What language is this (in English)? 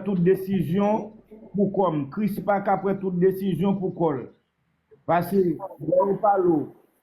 Haitian Creole